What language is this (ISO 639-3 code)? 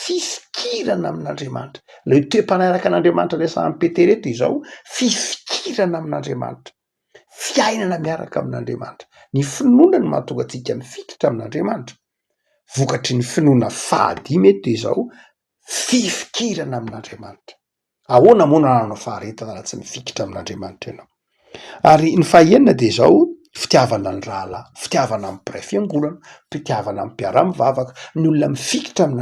mlg